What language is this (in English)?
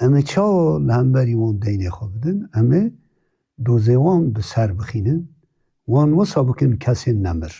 Kurdish